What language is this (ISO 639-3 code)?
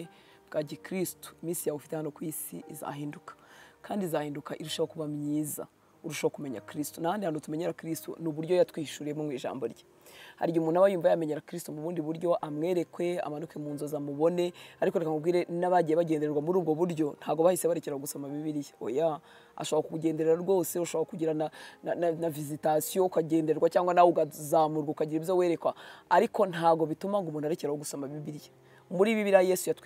kin